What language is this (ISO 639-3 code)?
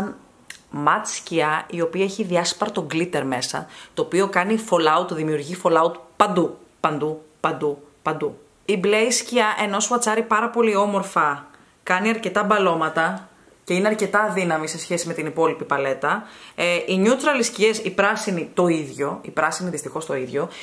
ell